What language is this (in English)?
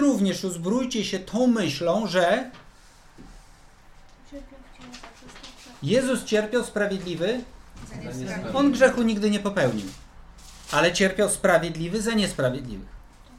Polish